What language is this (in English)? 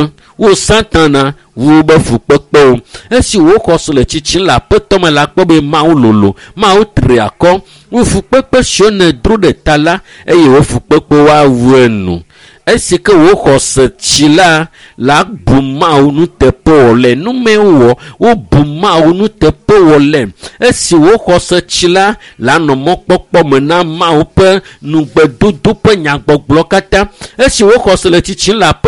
Ewe